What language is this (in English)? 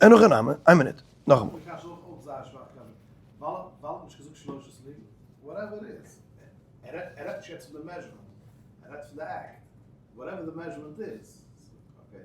Yiddish